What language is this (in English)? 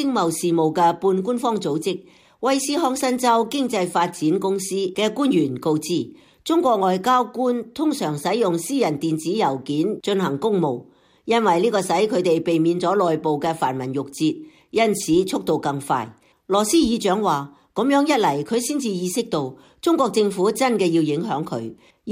Cantonese